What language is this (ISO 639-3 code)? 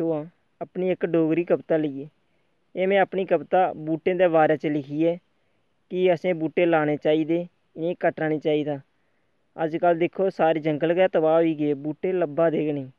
doi